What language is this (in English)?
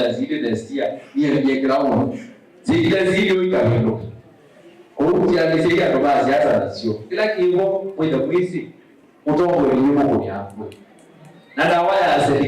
Kamba